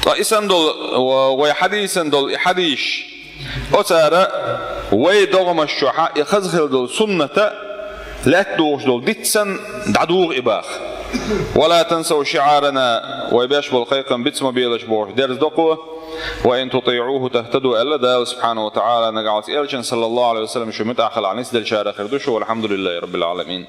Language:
Chechen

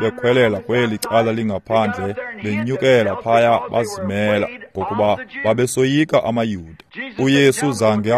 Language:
Xhosa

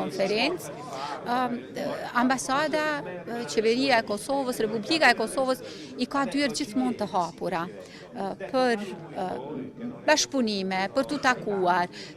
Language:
Albanian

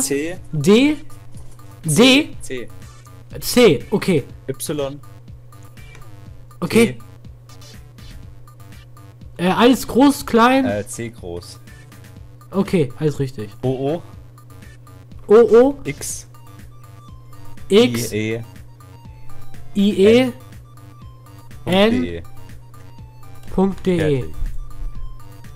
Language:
German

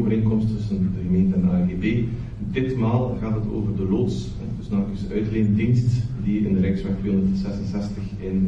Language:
Dutch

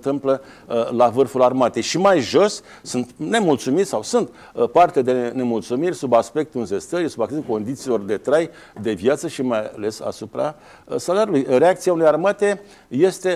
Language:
Romanian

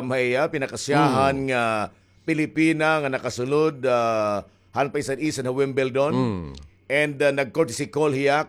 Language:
Waray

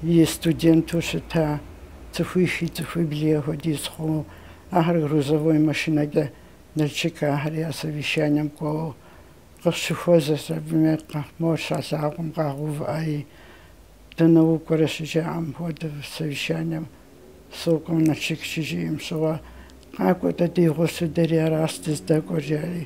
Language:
Kabardian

